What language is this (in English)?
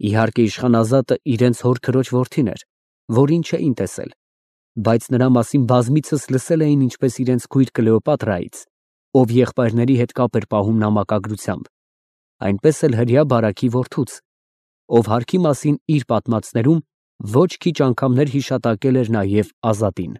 Armenian